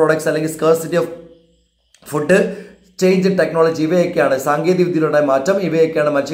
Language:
Malayalam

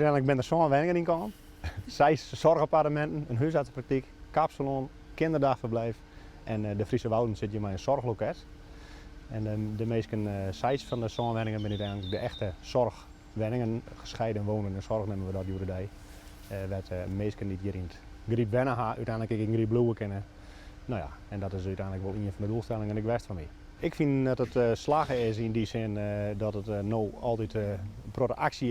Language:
Western Frisian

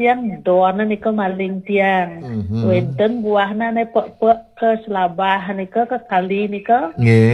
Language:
Balinese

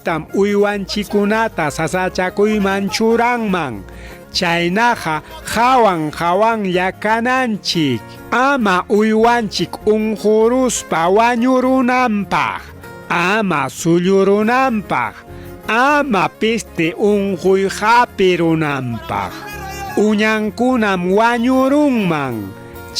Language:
Ayacucho Quechua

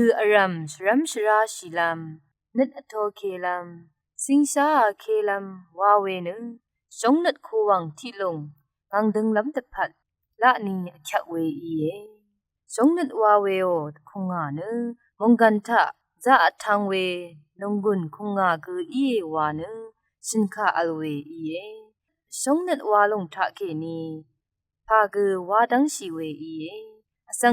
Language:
Rawang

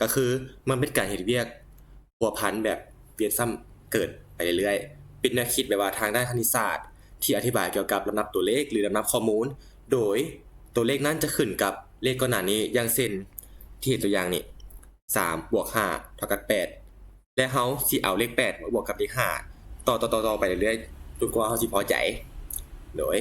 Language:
Lao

